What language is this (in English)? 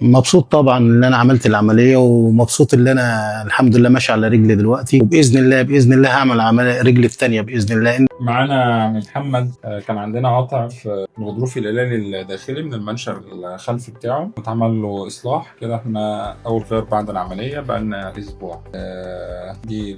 Egyptian Arabic